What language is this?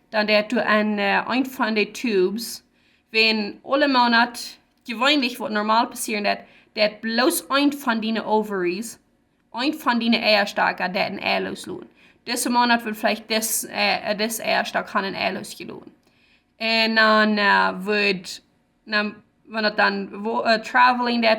Plautdietsch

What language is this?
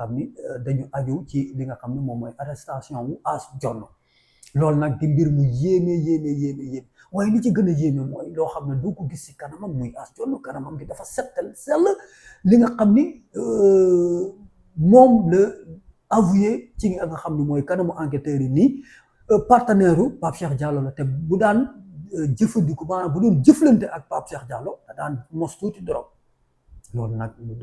Wolof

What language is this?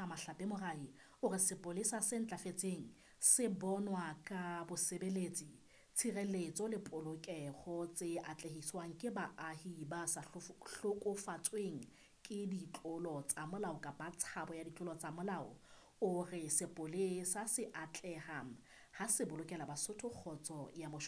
Southern Sotho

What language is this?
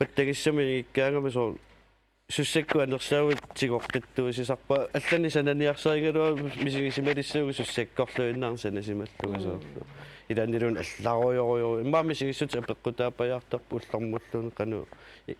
Kalaallisut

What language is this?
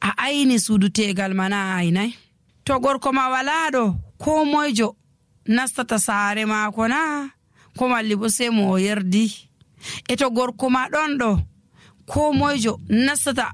Nigerian Fulfulde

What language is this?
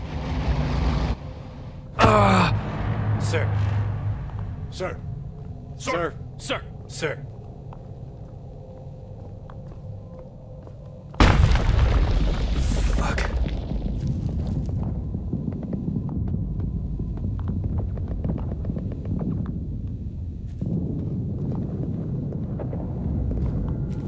English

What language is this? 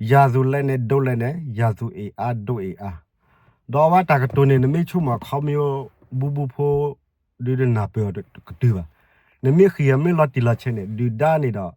S'gaw Karen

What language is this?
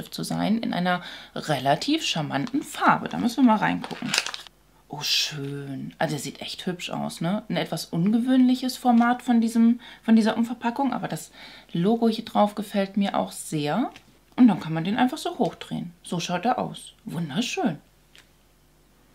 German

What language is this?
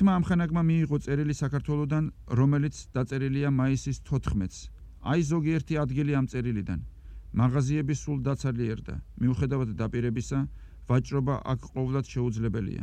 Georgian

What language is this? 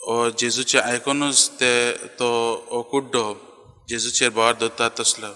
Konkani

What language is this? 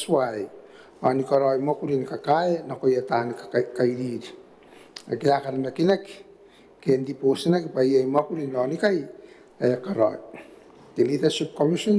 Gilbertese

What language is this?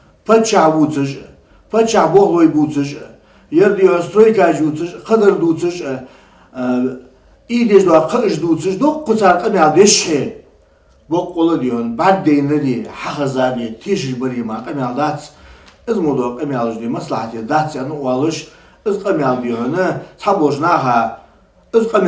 Ingush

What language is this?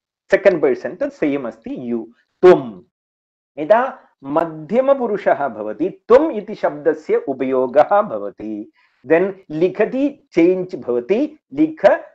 Sanskrit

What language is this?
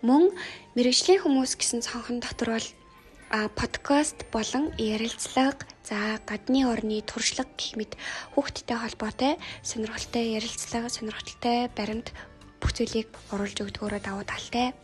Mongolian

